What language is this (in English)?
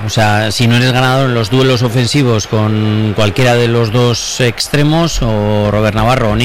Spanish